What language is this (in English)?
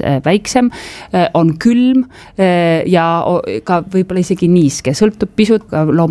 Estonian